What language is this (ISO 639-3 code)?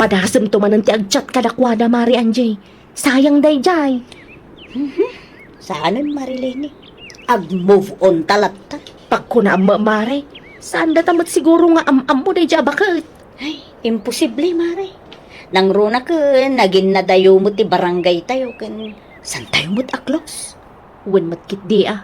ilo